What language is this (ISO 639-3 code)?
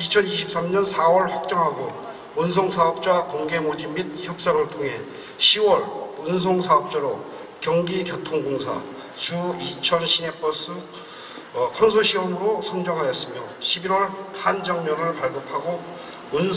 kor